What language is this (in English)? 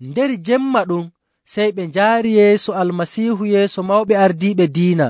Nigerian Fulfulde